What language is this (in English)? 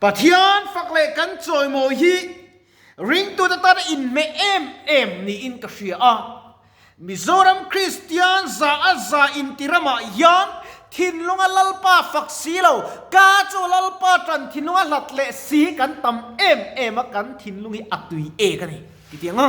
Mizo